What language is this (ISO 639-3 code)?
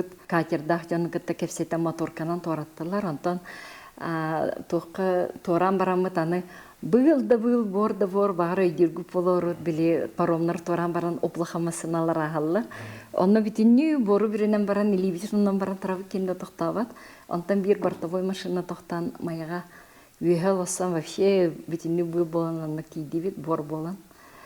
sah